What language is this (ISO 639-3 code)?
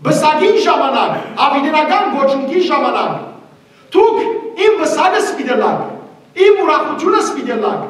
hyw